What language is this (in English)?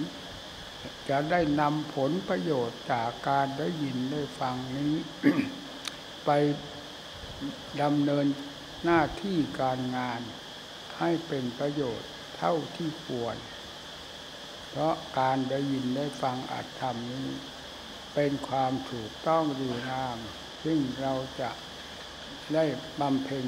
Thai